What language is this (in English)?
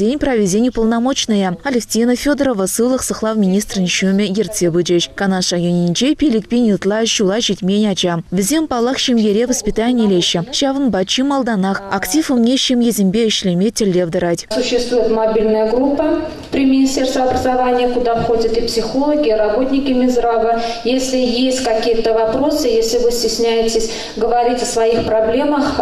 Chuvash